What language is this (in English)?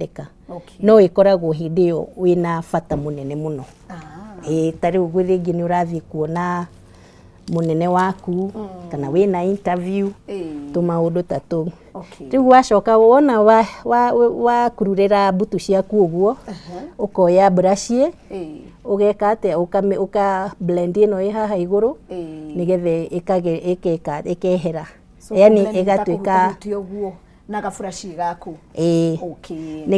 Kikuyu